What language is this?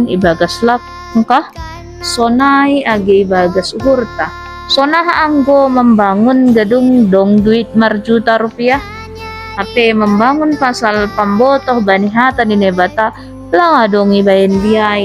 Batak Simalungun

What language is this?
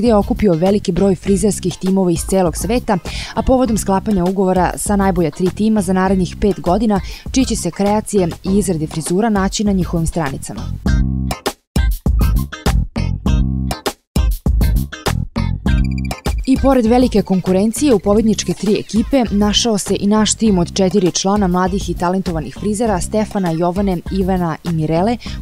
Serbian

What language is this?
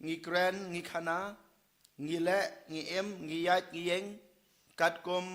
Khasi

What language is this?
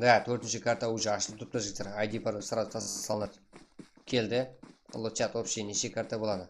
Kara-Kalpak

